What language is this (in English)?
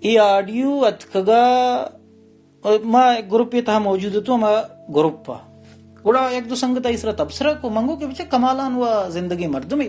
Baluchi